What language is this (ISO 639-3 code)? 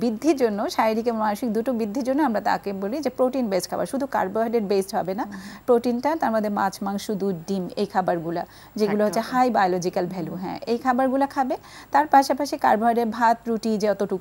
ben